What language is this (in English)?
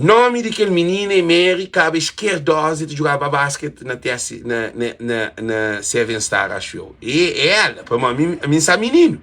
Kabuverdianu